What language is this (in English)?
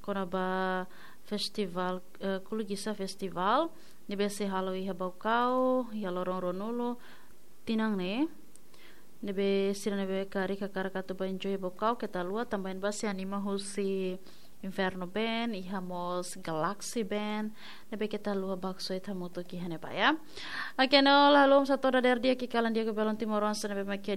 Tetum